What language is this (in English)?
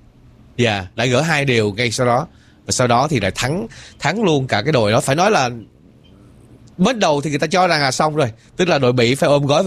Vietnamese